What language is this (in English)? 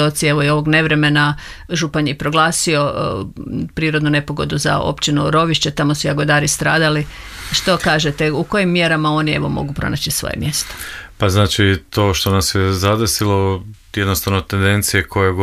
Croatian